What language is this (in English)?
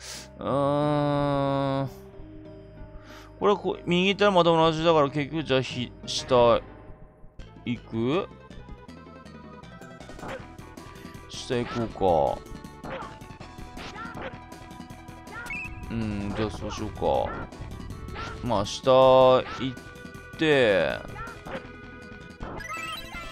Japanese